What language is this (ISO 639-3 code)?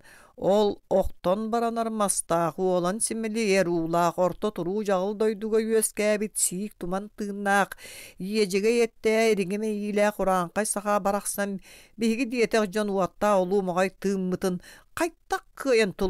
sah